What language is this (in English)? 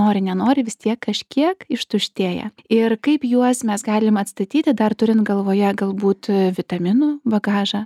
Lithuanian